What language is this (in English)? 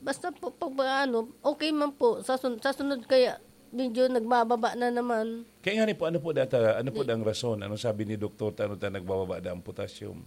Bikol